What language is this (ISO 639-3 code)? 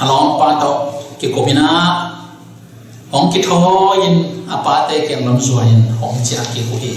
ctd